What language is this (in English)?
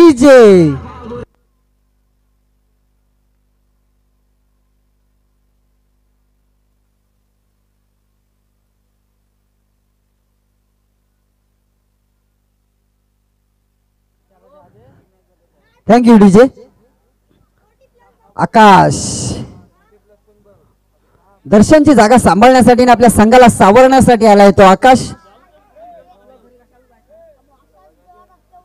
Marathi